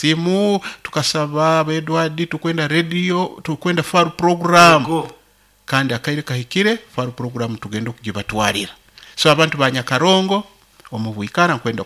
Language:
Nyoro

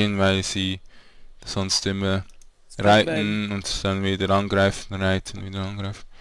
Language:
German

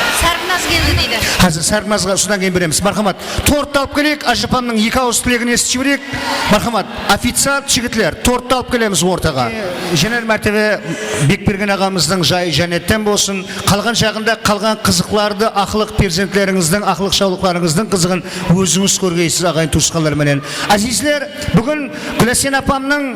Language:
Kara-Kalpak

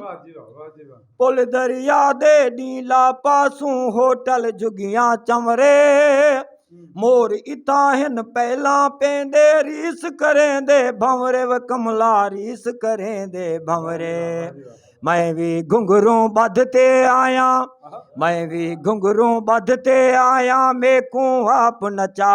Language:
Saraiki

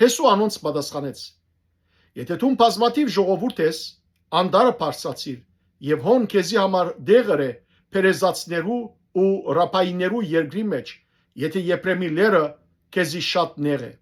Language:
Western Armenian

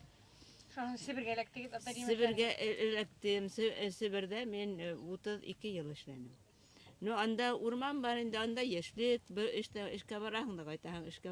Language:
Bashkir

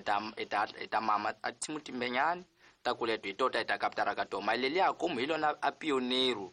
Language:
Tsonga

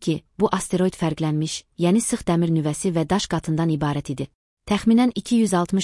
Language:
Azerbaijani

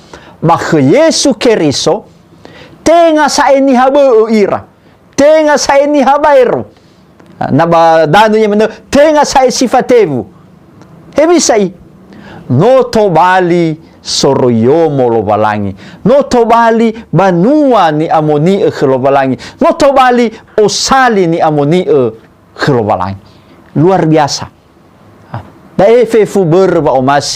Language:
Nias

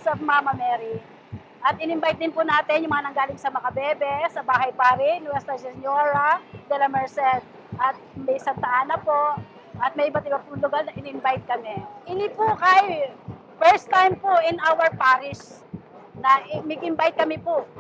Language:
Pampanga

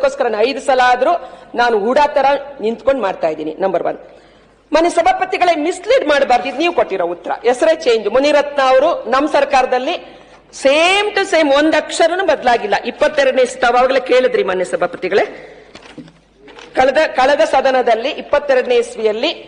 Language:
Kannada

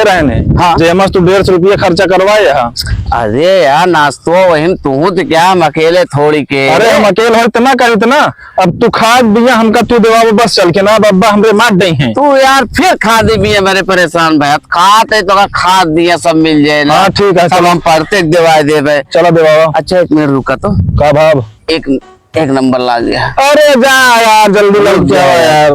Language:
Awadhi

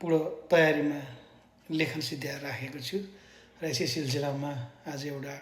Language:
Nepali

